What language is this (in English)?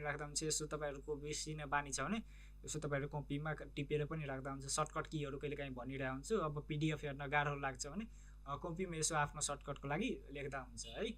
Nepali